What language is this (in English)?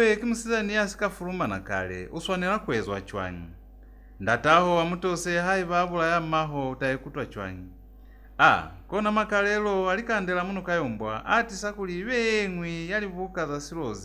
Lozi